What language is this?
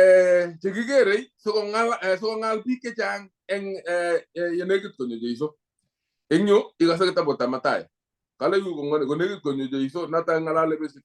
Kalenjin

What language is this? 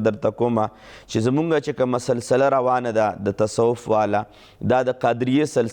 Pashto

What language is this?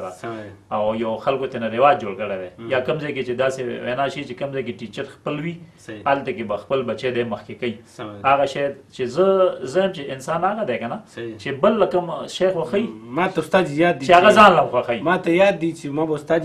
Pashto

